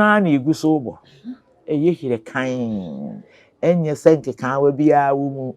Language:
Akan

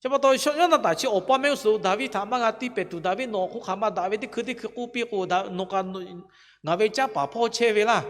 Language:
Lahu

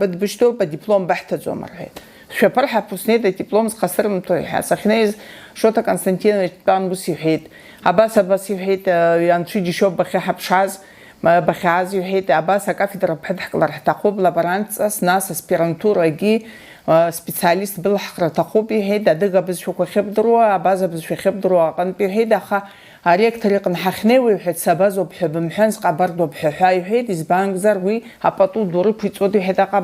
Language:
Abkhazian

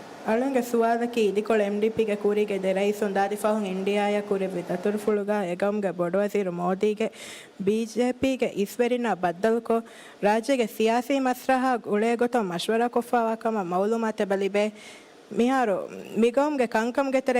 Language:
Divehi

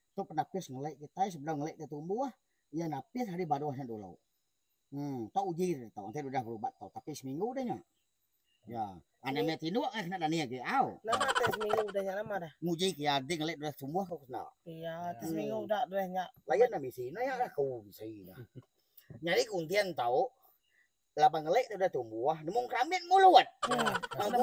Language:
Iban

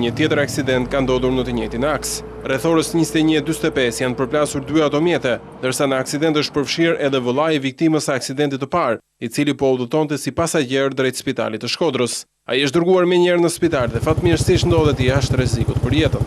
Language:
Albanian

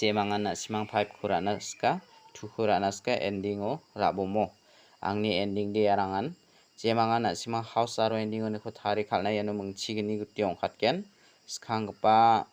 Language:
Garo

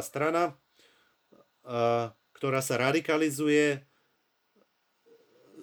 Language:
Slovak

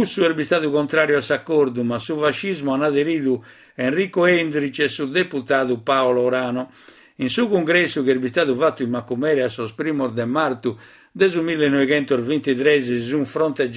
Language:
Sardinian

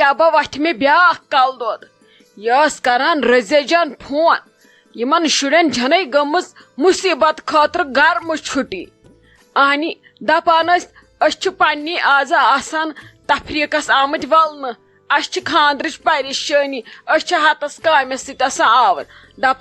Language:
Kashmiri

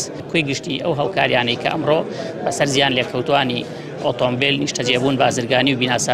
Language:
Central Kurdish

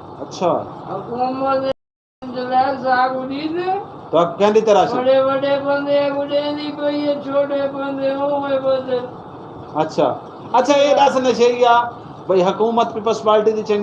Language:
Saraiki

